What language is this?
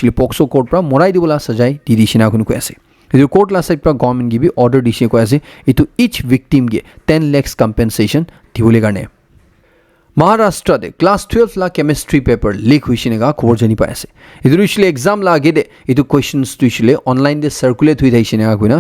Naga Pidgin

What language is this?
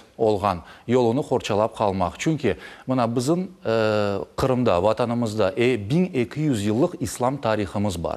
Crimean Tatar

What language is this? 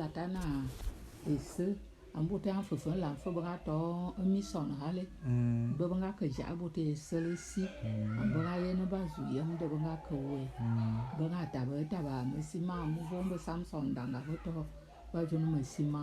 Bulu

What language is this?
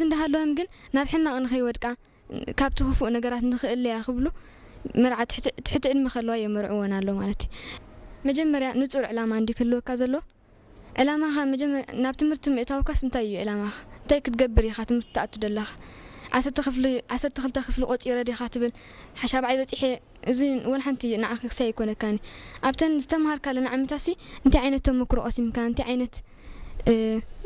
Tigrinya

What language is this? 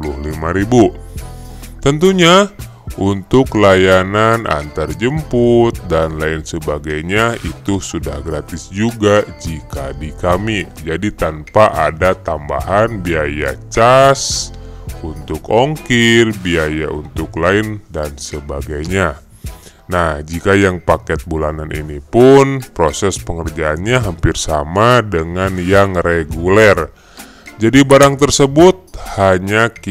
Indonesian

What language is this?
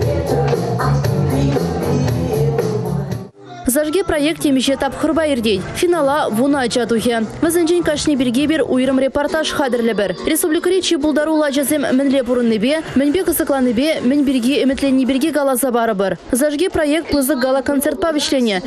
Chuvash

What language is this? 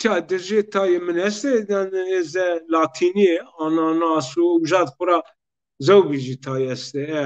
Zaza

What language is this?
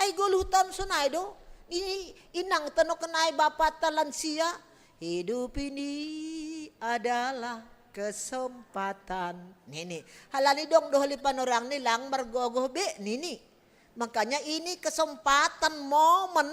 Batak Simalungun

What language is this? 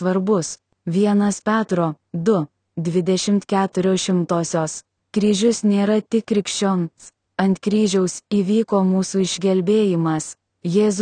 Lithuanian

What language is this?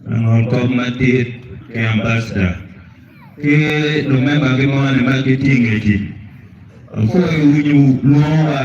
Acoli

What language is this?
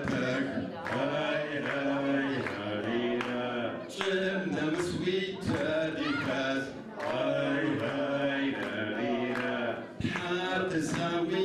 Adyghe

